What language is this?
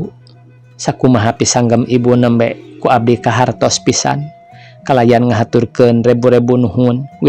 Sundanese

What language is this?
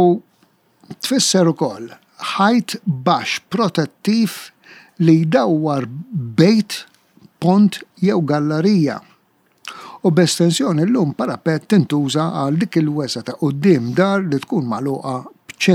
Maltese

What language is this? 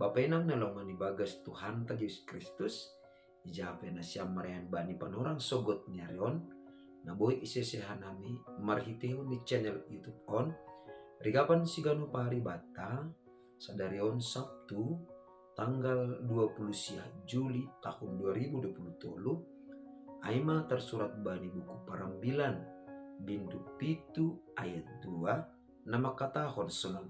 Batak Simalungun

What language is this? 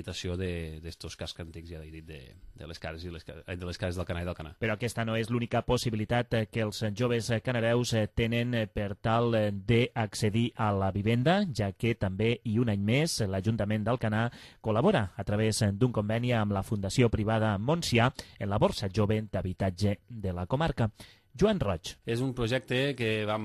Catalan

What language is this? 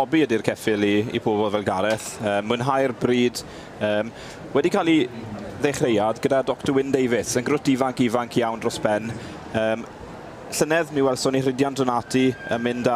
Welsh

